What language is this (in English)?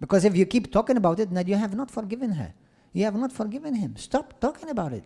English